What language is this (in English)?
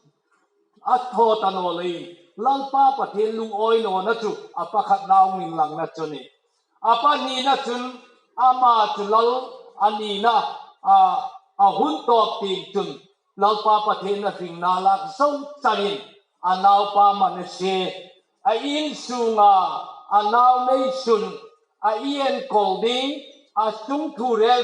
Hmar